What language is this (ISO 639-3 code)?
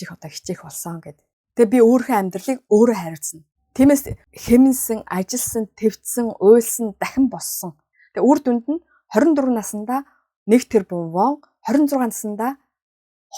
mon